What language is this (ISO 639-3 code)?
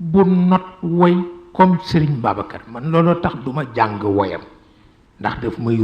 wol